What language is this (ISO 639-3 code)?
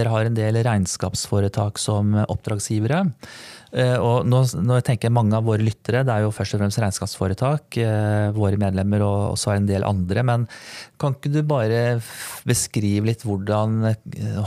nor